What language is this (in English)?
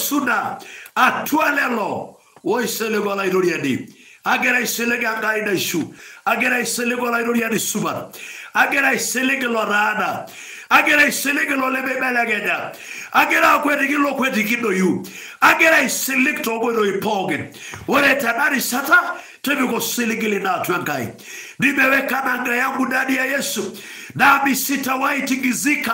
Masai